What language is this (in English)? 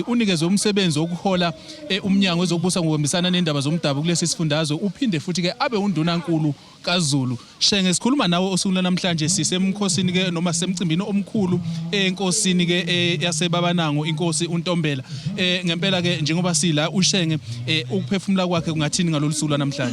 Zulu